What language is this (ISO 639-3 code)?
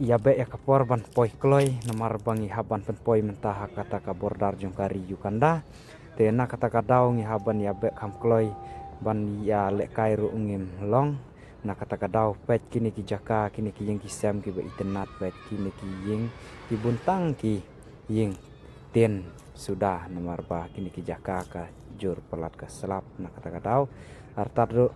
kha